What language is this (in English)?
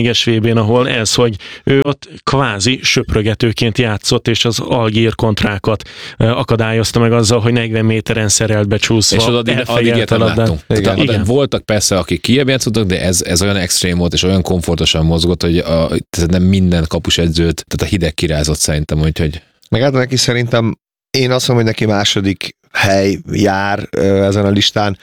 Hungarian